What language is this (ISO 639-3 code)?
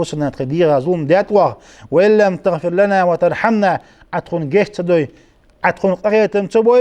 inh